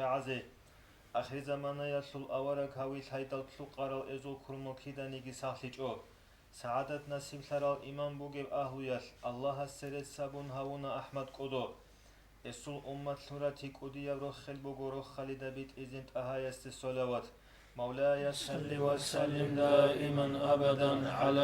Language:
Avaric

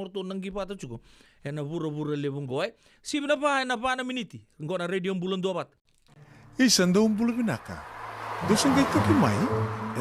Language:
Fijian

